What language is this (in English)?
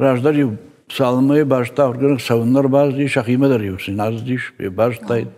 Ossetic